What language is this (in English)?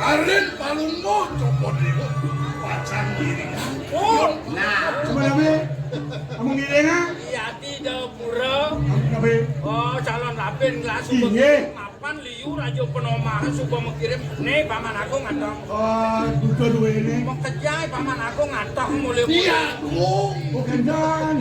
Balinese